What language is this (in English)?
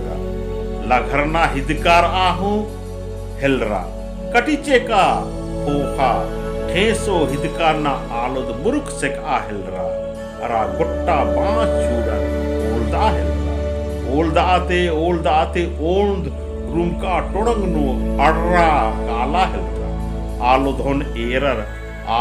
Kurukh